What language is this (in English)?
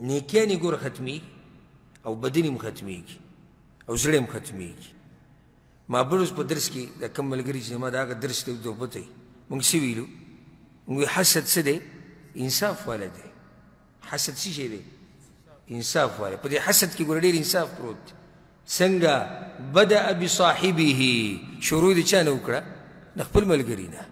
Pashto